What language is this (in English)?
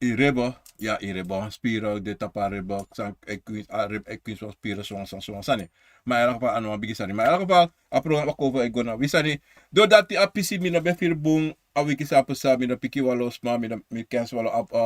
Sranan Tongo